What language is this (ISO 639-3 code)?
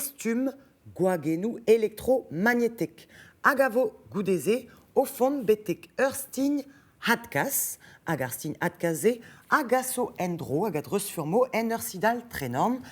bre